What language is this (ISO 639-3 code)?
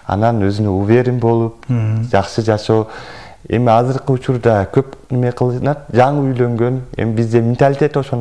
kir